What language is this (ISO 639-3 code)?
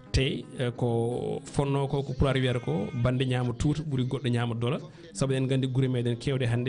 ful